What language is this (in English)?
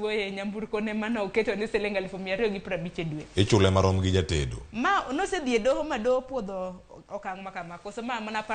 Luo (Kenya and Tanzania)